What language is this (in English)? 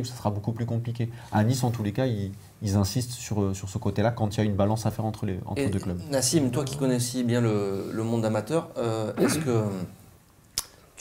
French